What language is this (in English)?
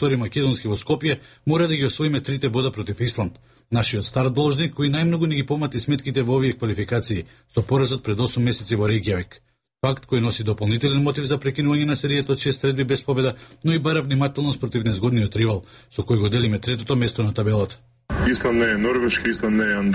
Macedonian